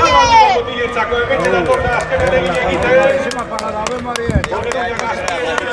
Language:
Basque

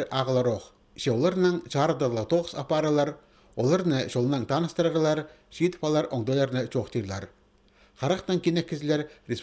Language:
Khakas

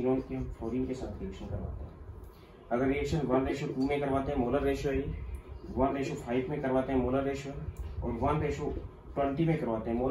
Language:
Hindi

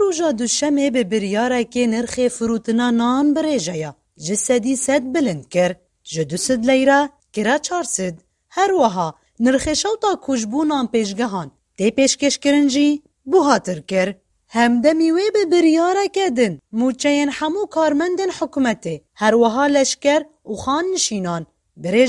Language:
Kurdish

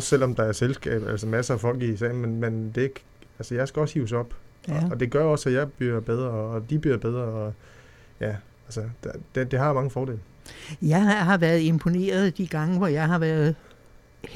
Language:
Danish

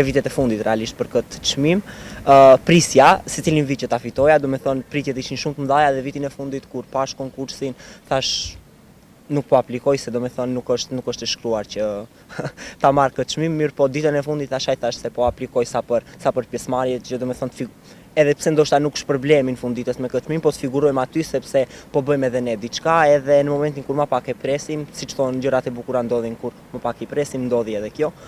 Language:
Albanian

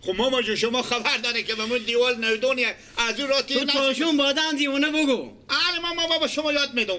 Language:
Persian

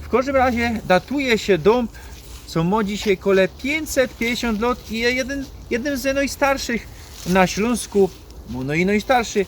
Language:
Silesian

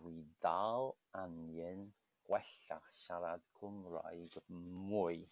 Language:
Welsh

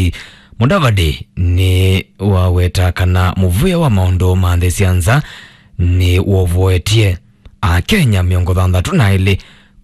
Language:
Kamba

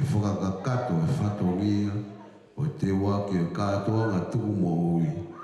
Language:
Tongan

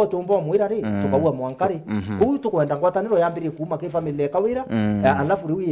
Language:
Meru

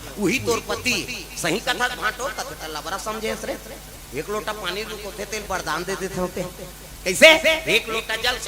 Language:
Chhattisgarhi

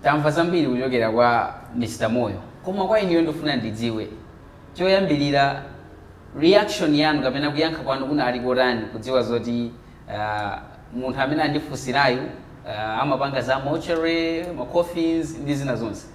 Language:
Nyanja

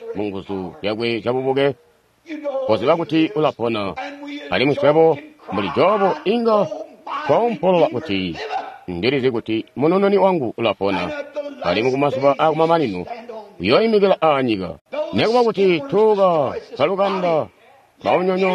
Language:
Tonga (Zambia)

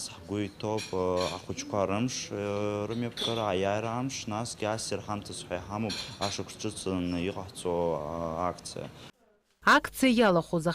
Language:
Abkhazian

